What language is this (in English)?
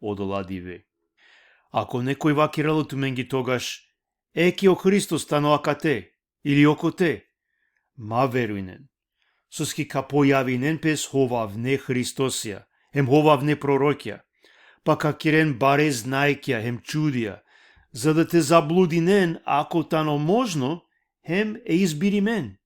Balkan Romani